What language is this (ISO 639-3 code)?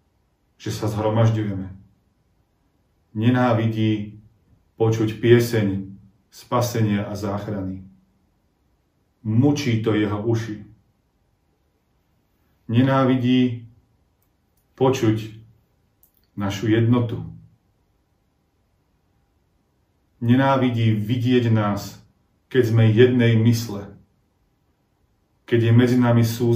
slk